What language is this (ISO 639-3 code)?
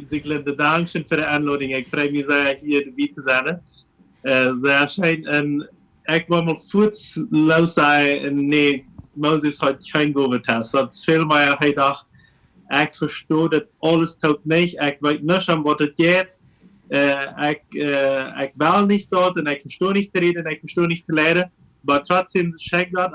pdt